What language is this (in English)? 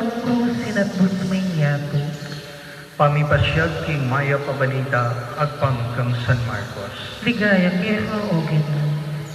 Pampanga